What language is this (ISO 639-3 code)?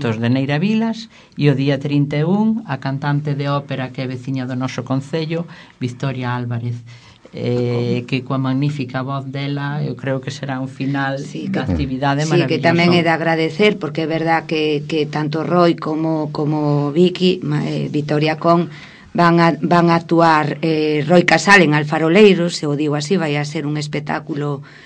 glg